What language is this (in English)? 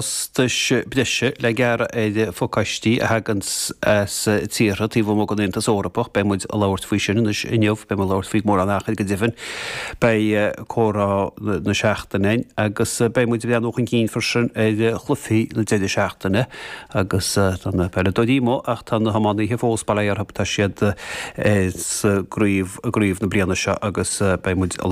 Irish